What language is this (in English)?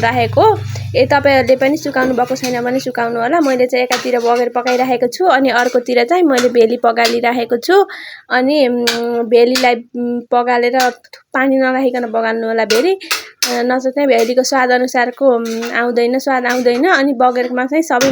Nepali